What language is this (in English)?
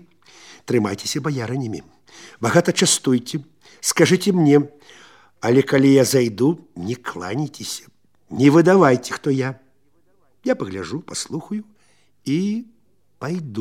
Belarusian